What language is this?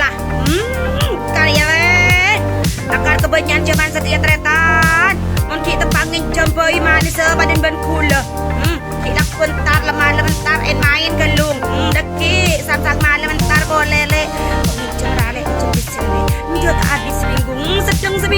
Madurese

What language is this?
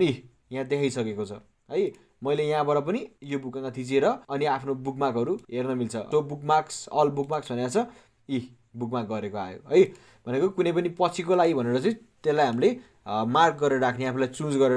Nepali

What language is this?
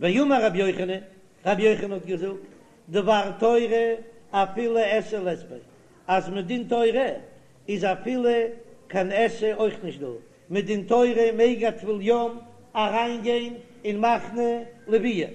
Yiddish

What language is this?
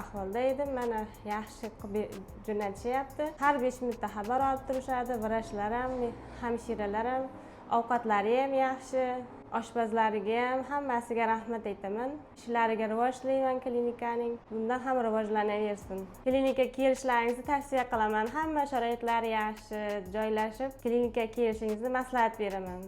Uzbek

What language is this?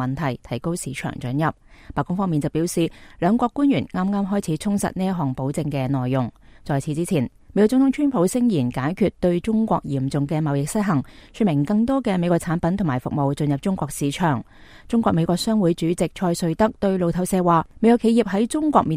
Cantonese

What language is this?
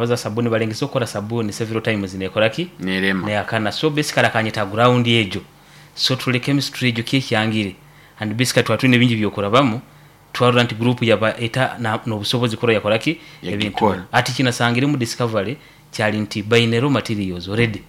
Nyoro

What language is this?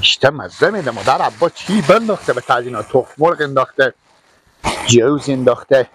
Persian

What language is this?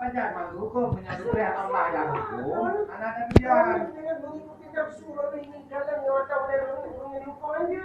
Achinese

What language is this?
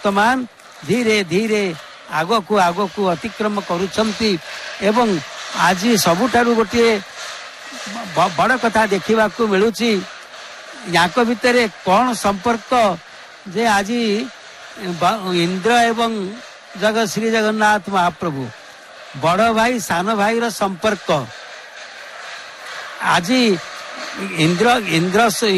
Odia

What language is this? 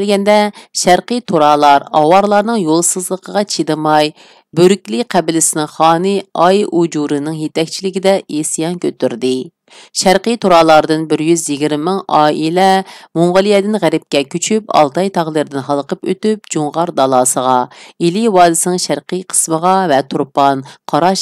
Uyghur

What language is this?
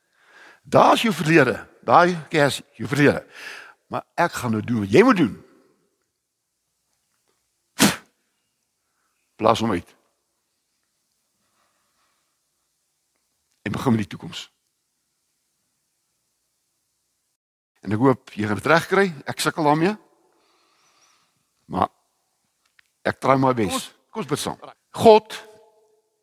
Afrikaans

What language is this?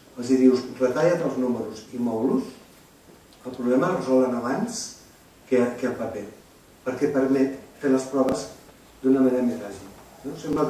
Catalan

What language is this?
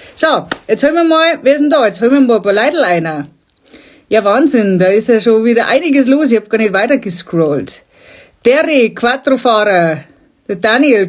Bavarian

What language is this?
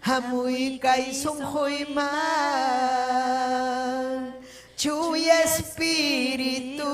Ayacucho Quechua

